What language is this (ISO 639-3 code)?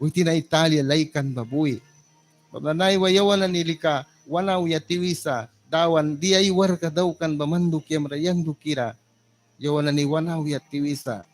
miq